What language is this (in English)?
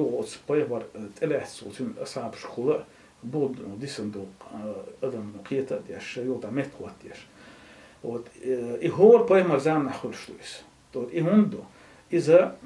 Chechen